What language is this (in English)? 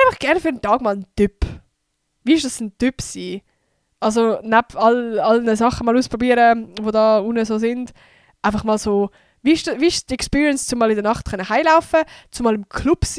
Swiss German